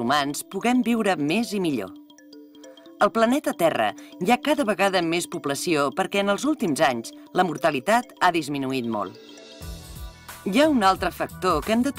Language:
Catalan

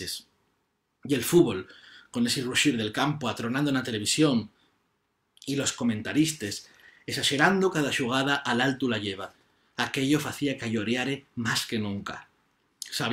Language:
Asturian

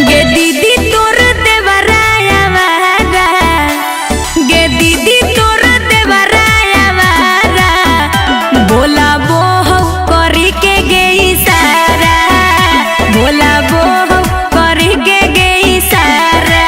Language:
Magahi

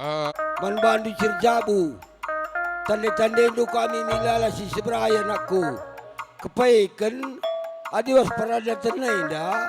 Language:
Batak Karo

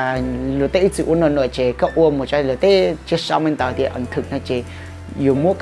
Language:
Hmong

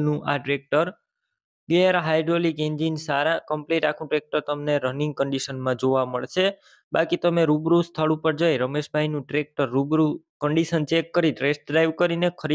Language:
Gujarati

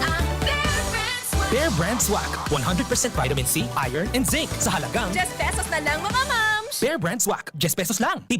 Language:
Bikol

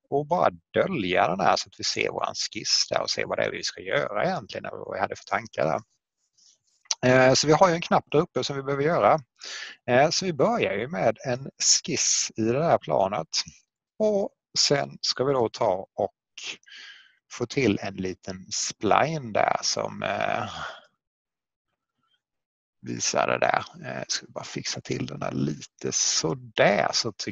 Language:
Swedish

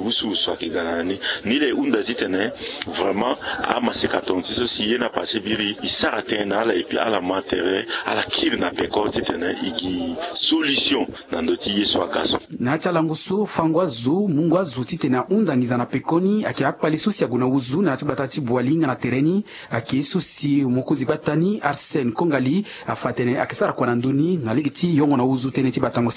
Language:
Sango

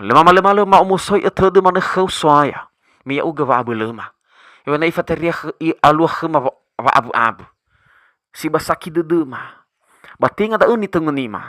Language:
Nias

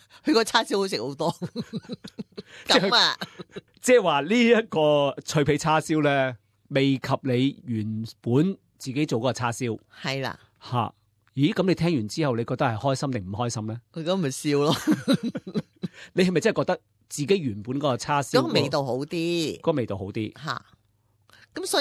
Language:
Cantonese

